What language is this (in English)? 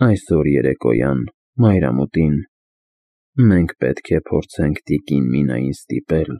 Armenian